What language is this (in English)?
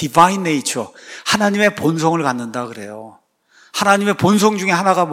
Korean